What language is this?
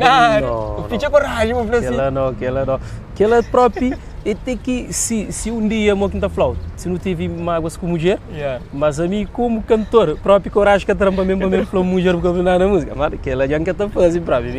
Kabuverdianu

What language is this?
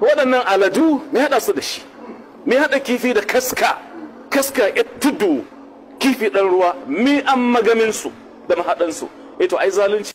Hausa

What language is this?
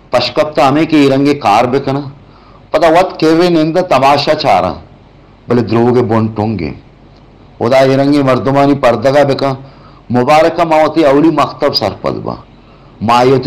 Baluchi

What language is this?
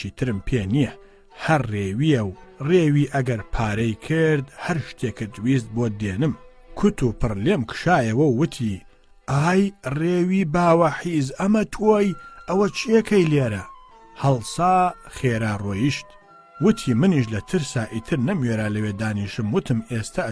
Central Kurdish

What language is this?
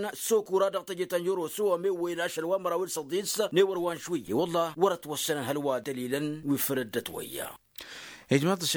Tamasheq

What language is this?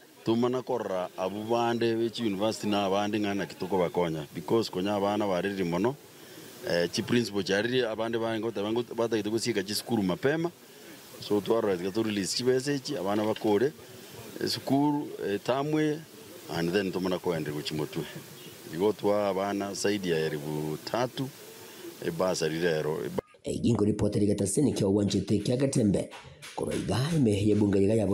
Gusii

